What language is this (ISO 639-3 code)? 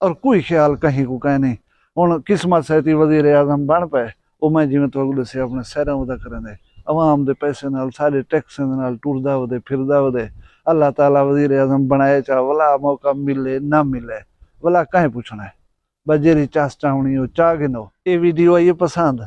skr